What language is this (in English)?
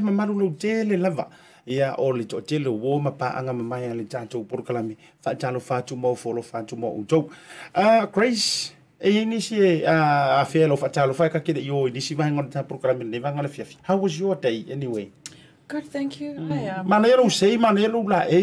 Samoan